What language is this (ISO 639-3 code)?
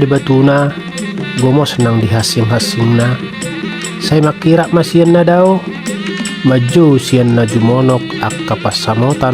bbc